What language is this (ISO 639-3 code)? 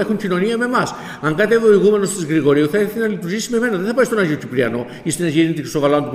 ell